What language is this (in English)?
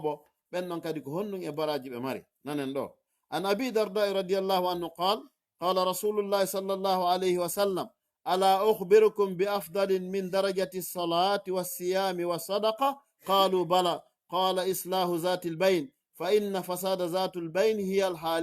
Fula